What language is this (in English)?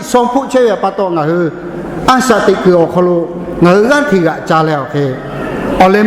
Lahu